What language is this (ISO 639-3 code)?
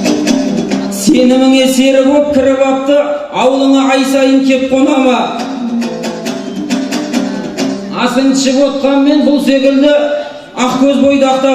kaz